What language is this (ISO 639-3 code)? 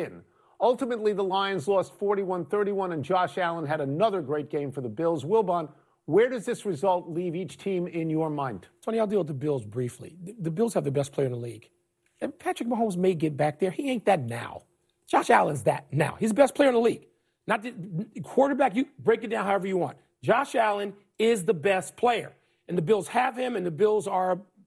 eng